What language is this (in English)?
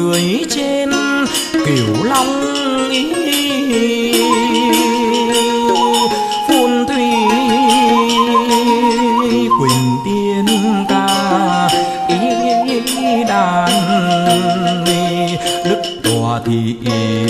Vietnamese